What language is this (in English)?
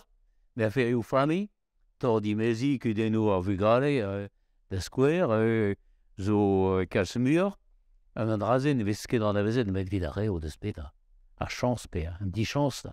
Breton